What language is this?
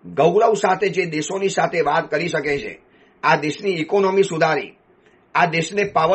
Gujarati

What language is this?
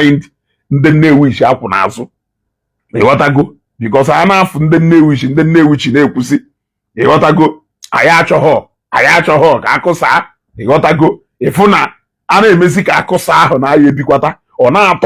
Igbo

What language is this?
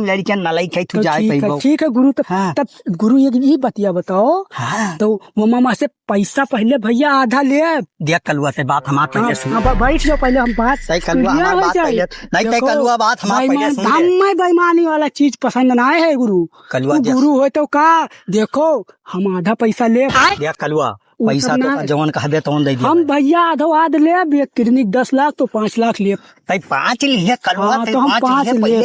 Awadhi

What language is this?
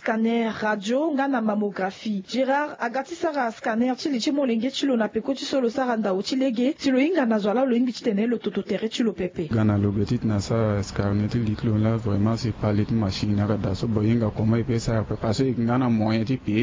Sango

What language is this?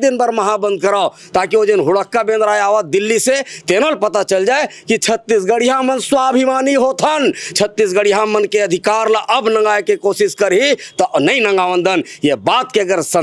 Chhattisgarhi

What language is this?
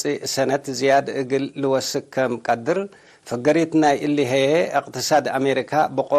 Tigre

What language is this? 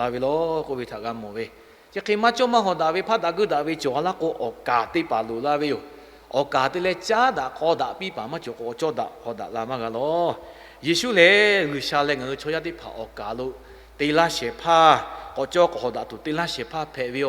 Lahu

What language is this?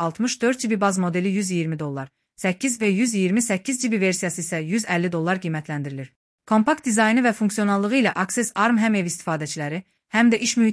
Azerbaijani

